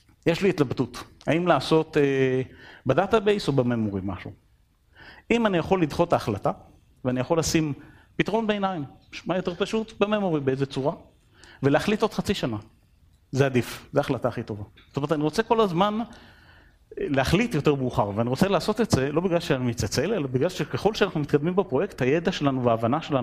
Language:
Hebrew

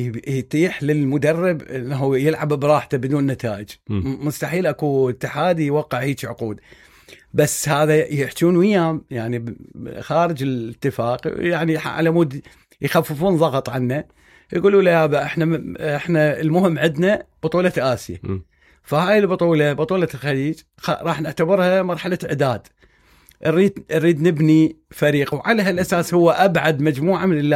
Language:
Mesopotamian Arabic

